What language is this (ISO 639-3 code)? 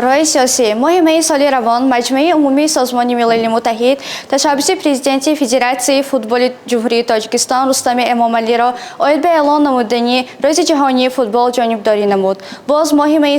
tgk